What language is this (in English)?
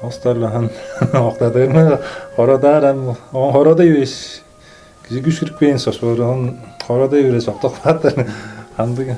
Tuvinian